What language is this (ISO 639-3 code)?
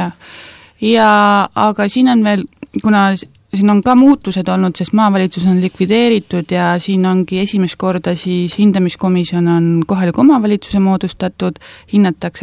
est